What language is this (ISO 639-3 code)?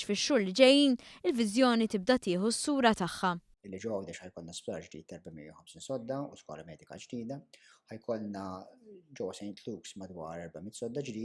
mlt